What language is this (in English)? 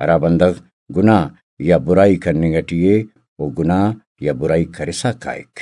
Brahui